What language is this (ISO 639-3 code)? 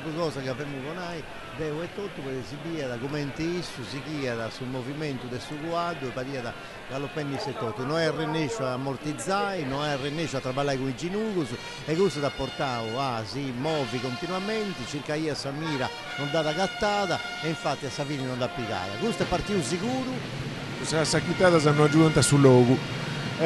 srd